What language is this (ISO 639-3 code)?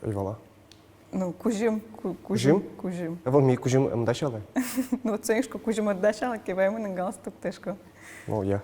udm